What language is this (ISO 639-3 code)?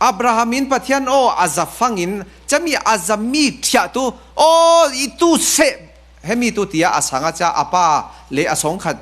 cfm